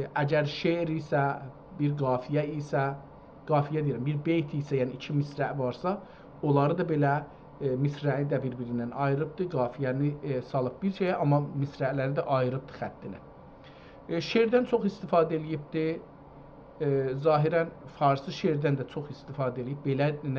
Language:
South Azerbaijani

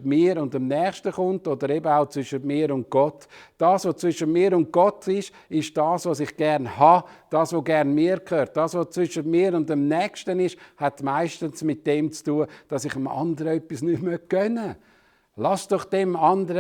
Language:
Swiss German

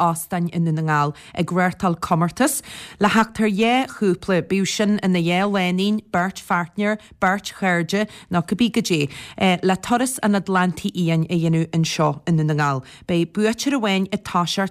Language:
Irish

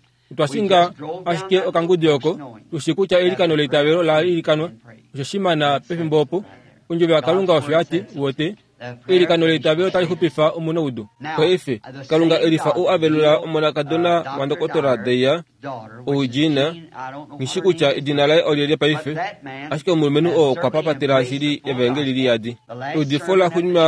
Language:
Kuanyama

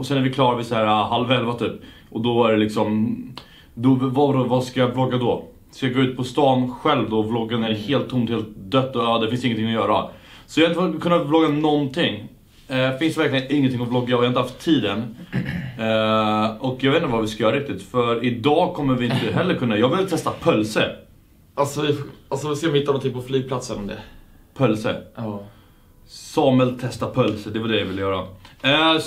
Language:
Swedish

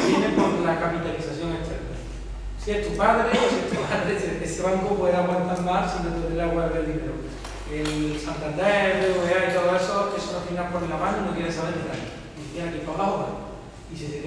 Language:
Spanish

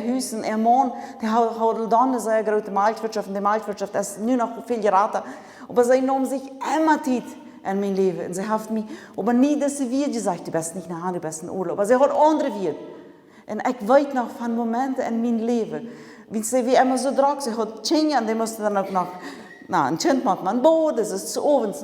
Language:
Plautdietsch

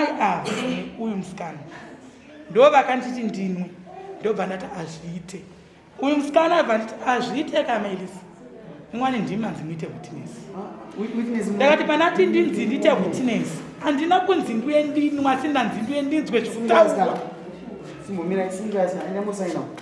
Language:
Shona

